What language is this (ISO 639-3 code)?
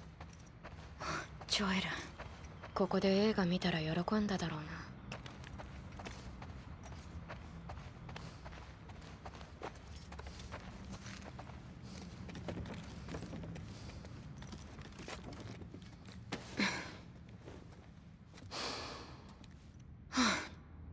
jpn